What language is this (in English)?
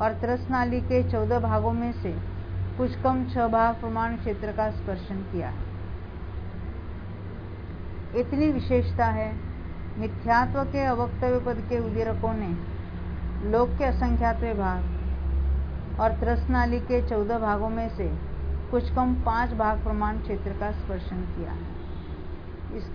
Hindi